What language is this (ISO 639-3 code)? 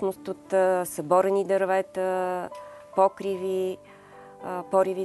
bul